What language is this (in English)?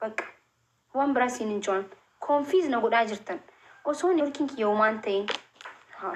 Oromo